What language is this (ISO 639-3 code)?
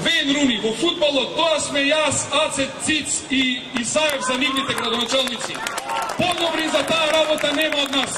mkd